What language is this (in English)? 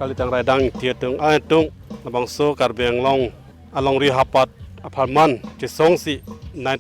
Karbi